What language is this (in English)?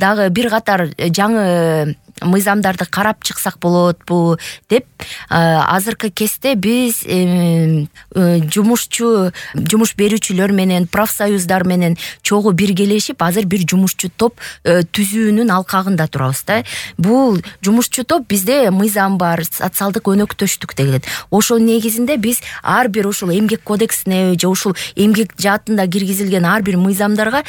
Kyrgyz